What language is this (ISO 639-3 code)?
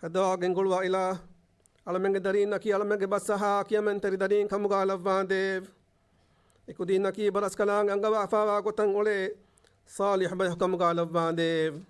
div